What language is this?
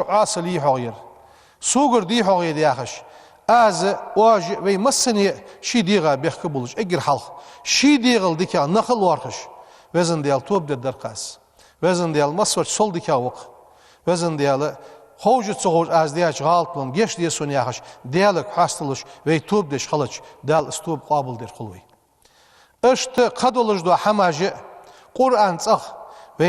Ingush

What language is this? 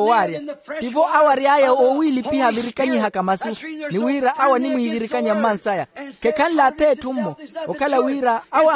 Makhuwa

